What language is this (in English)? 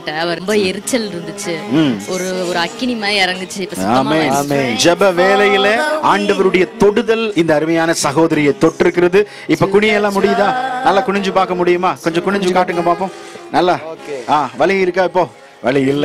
Tamil